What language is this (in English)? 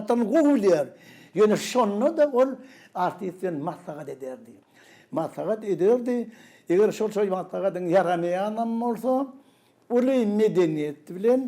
Turkmen